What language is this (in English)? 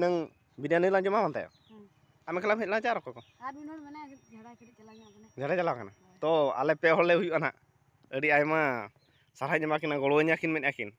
Santali